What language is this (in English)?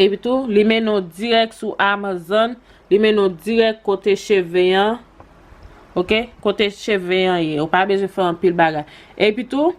Haitian Creole